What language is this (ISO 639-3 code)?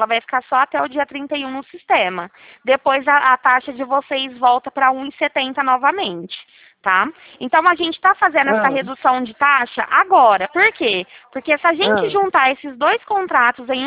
por